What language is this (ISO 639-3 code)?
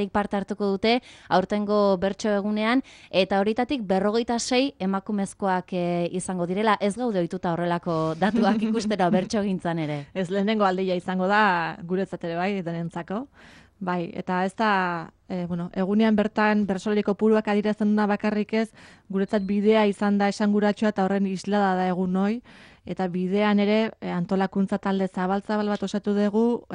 eus